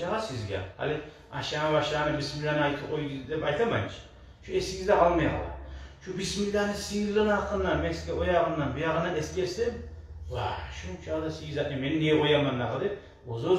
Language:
Kumyk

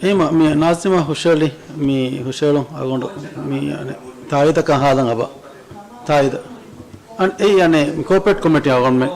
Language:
Divehi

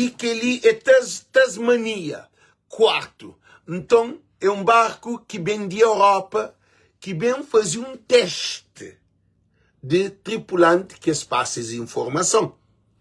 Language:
Kabuverdianu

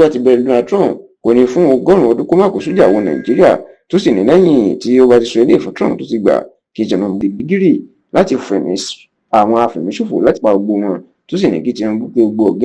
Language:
Yoruba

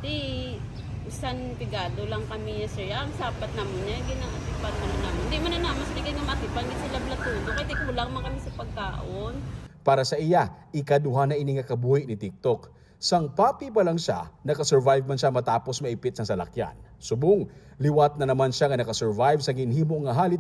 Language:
Hiligaynon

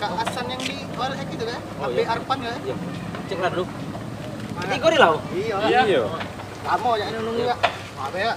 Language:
Musi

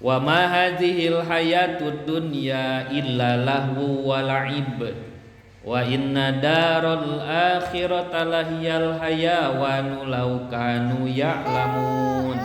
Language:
Sundanese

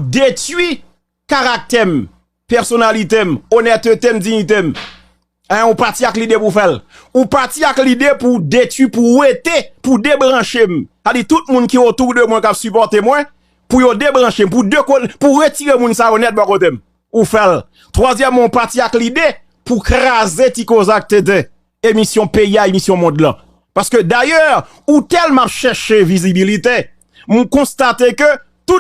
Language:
Haitian Creole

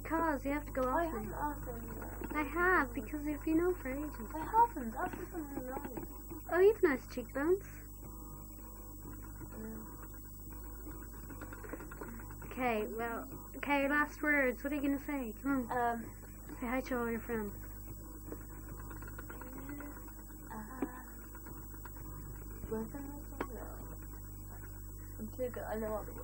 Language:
English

